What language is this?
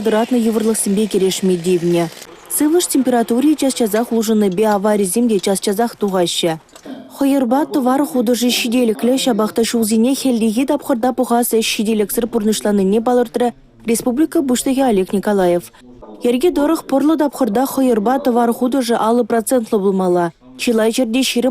Chuvash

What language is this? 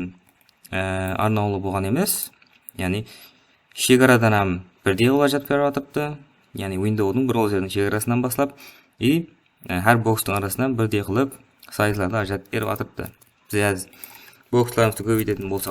Kara-Kalpak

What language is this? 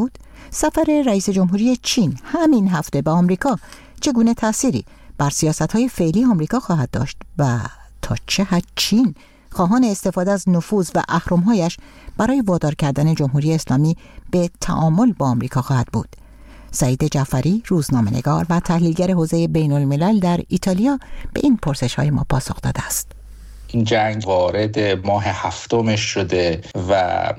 Persian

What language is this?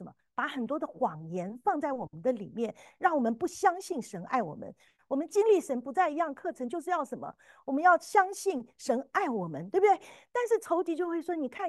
Chinese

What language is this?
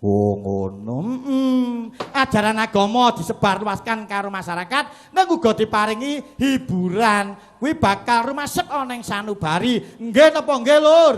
Javanese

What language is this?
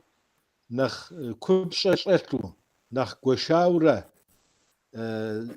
Kabardian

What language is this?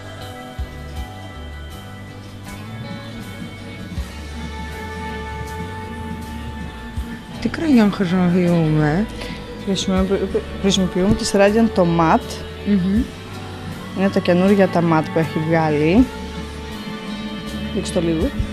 Greek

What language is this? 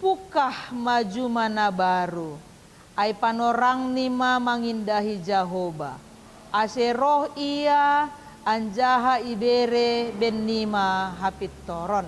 Batak Simalungun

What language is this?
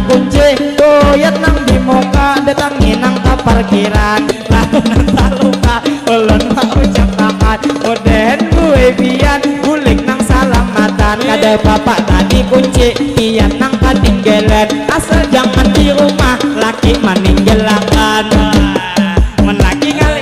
Banjar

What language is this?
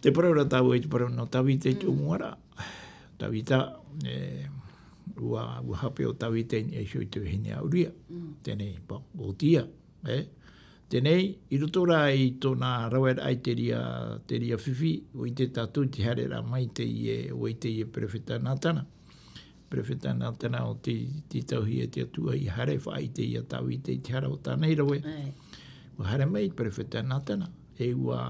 Tahitian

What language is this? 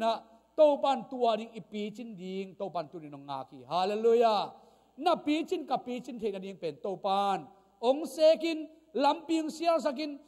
Tedim Chin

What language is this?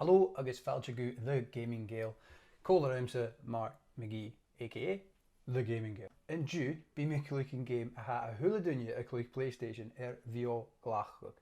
Scottish Gaelic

